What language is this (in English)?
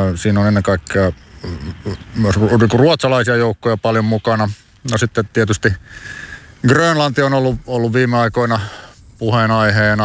Finnish